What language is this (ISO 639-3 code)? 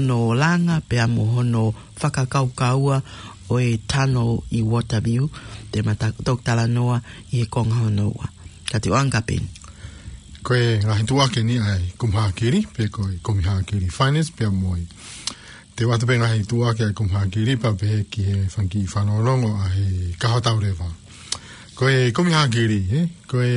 ton